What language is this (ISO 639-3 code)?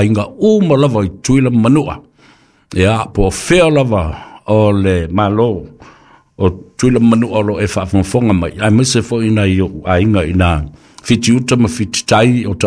smo